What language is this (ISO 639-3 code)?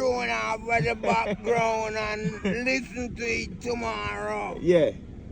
jam